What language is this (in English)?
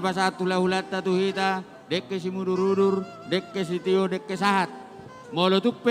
Batak Toba